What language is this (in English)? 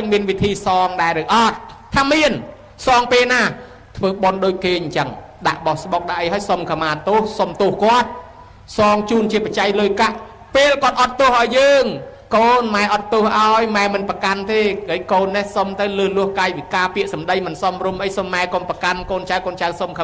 Khmer